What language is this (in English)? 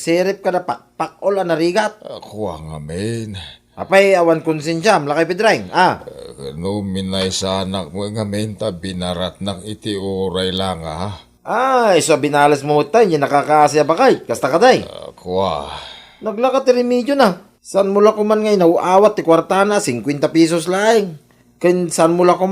Iloko